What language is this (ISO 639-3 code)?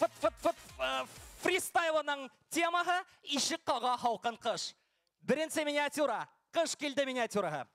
bak